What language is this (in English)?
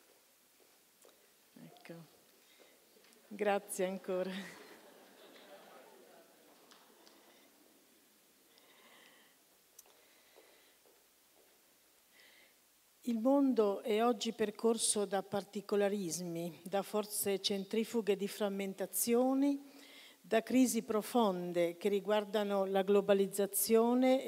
Italian